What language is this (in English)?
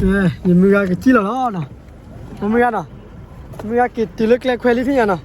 S'gaw Karen